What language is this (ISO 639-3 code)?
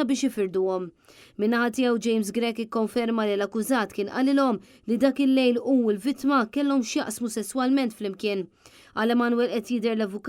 mlt